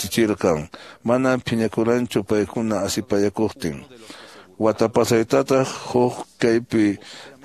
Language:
Quechua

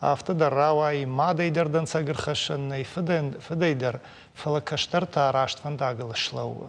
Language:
Ossetic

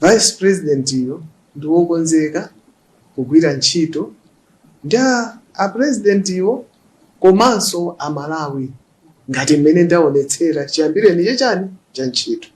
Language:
Nyanja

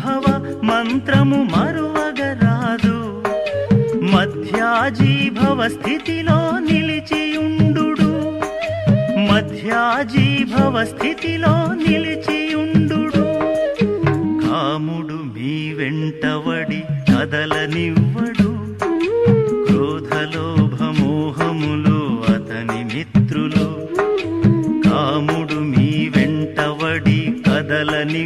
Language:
Telugu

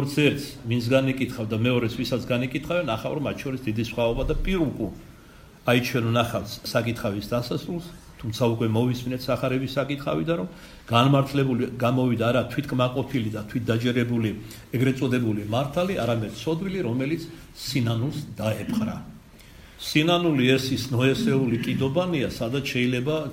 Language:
Georgian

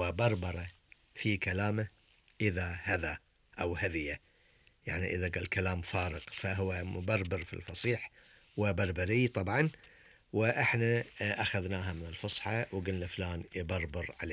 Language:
Gulf Arabic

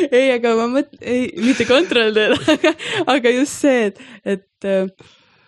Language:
Estonian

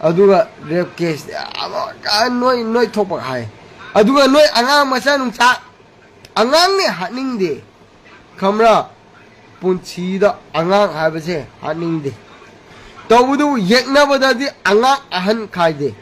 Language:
Manipuri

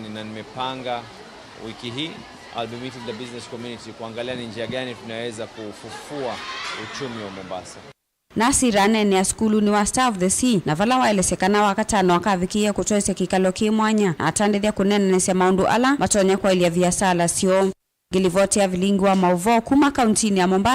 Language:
Kamba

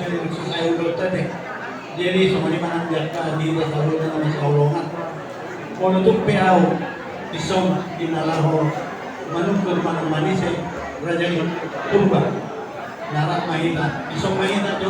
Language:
Batak Toba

